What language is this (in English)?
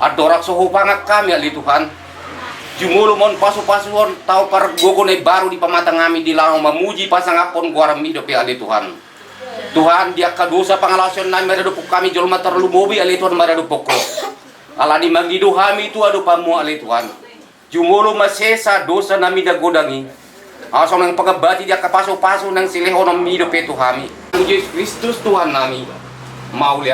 Batak Toba